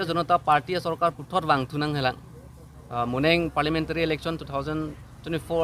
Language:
Karbi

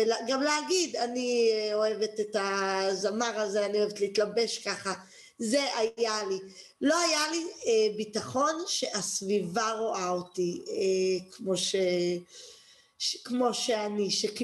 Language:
Hebrew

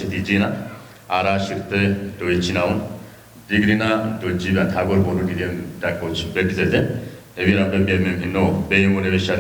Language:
Kafa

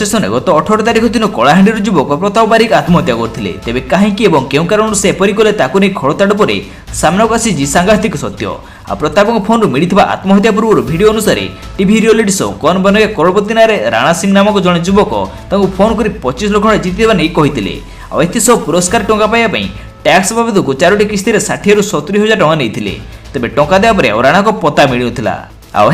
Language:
Odia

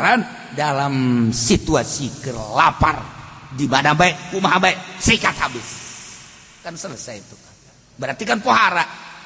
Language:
Sundanese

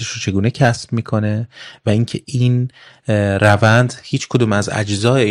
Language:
Persian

